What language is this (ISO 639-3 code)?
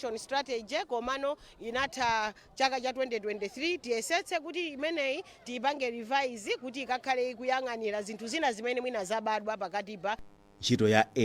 nya